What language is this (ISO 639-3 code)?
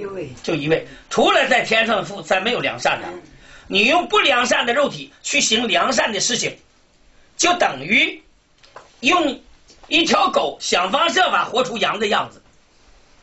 zho